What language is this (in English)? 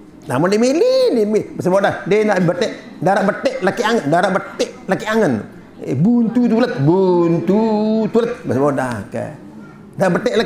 Sasak